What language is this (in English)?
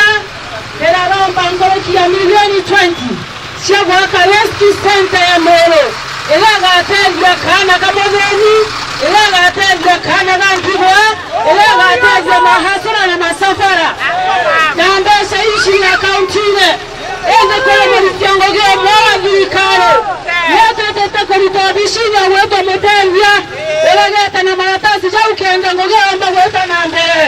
Meru